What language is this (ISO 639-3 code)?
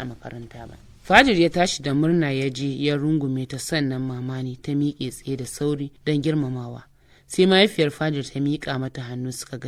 hau